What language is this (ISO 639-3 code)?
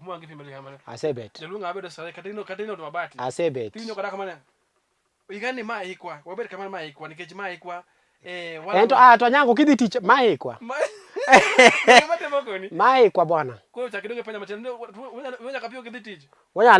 luo